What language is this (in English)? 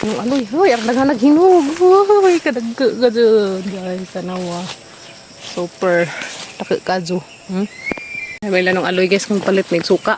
Cebuano